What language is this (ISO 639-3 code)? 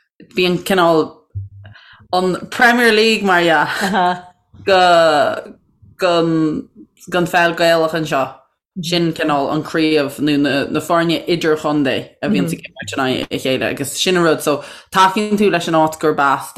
gle